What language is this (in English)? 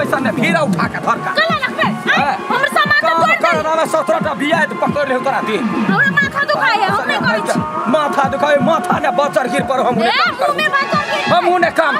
Maithili